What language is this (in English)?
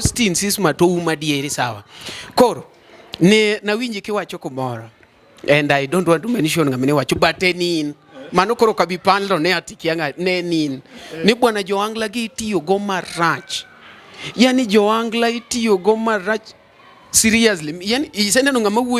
Luo (Kenya and Tanzania)